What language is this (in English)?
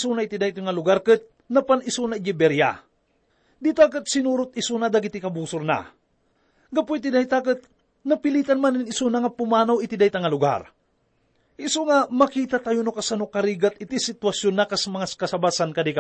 Iloko